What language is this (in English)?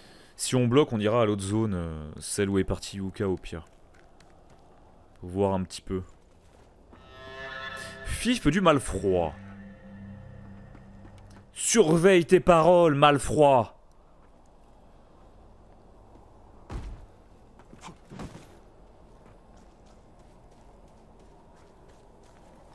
French